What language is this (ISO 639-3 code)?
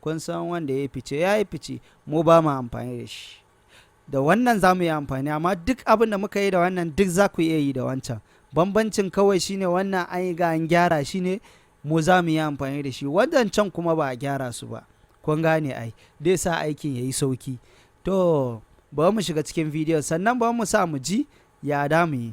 hau